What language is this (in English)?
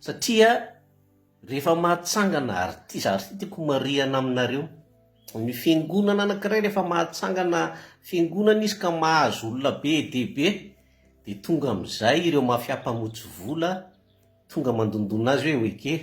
Malagasy